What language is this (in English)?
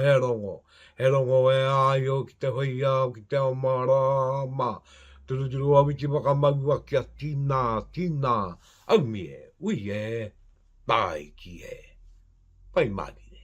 Māori